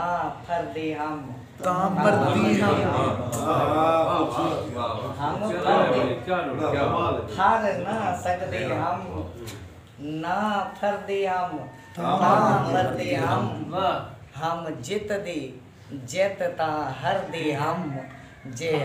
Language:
Saraiki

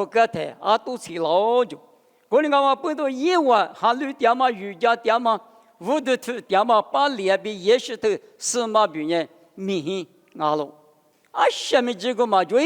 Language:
Lisu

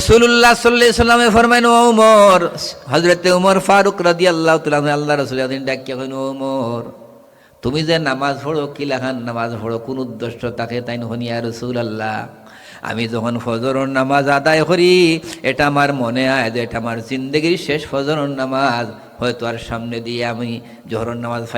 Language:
Sylheti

